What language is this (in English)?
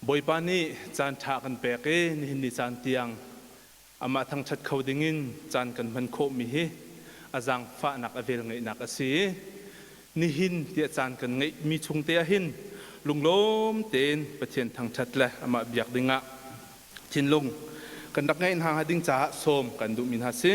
Hakha Chin